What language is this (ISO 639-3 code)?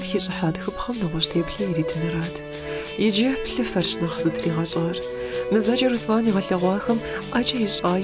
kbd